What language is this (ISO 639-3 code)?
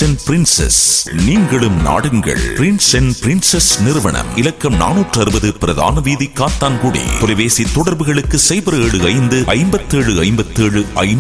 tam